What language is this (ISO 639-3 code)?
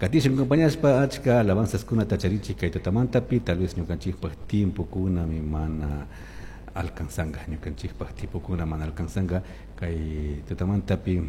qug